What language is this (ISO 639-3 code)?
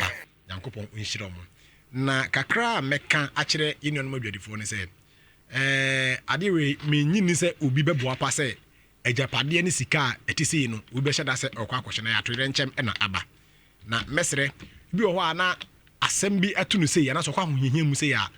aka